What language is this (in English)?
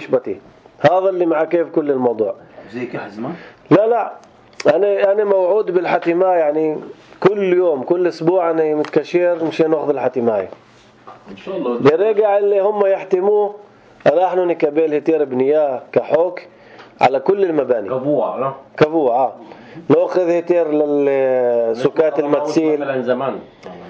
North Levantine Arabic